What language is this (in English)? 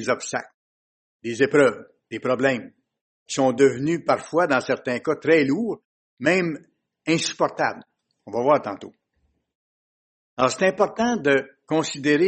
French